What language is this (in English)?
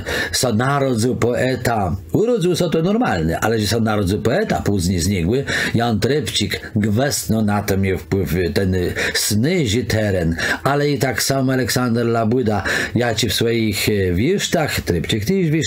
Kashubian